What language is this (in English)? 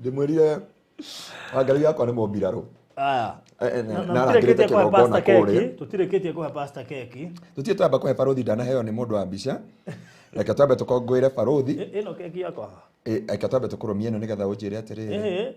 Kikuyu